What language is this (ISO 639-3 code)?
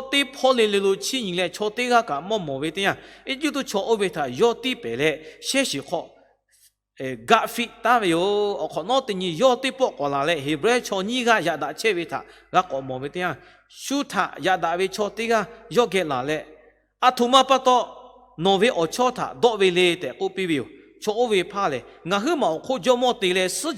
lhu